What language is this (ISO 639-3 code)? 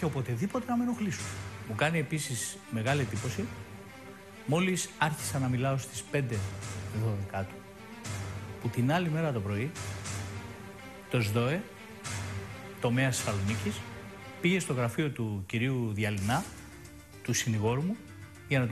ell